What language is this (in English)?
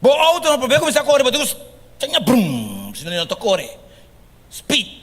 Papiamento